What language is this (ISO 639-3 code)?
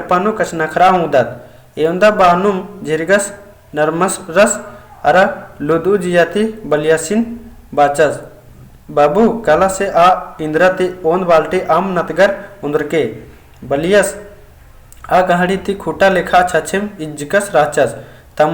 kru